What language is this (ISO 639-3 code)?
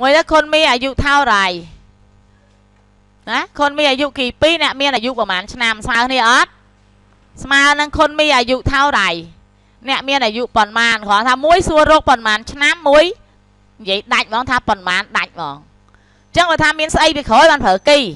khm